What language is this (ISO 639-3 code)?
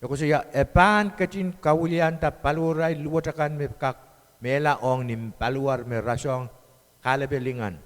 pon